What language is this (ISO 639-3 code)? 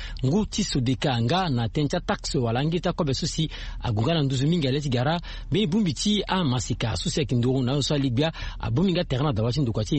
sag